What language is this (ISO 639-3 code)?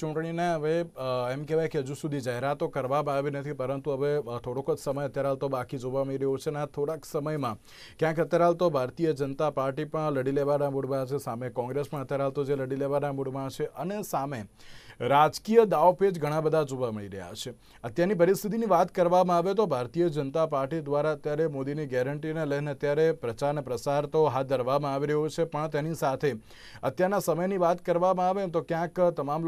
guj